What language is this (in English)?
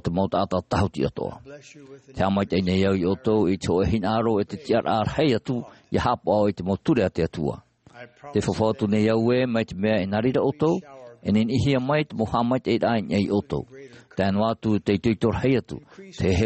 Tahitian